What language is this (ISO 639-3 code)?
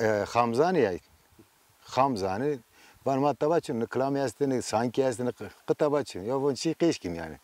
zza